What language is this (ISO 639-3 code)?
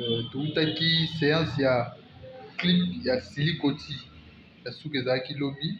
lin